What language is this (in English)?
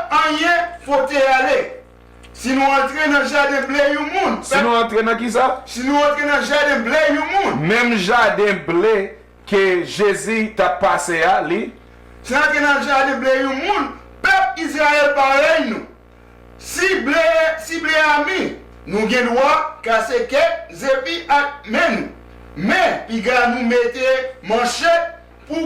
Haitian Creole